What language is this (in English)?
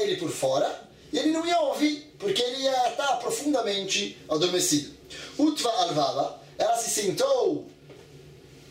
Portuguese